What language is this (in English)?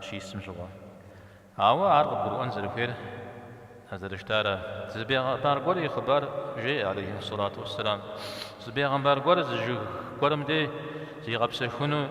Kabardian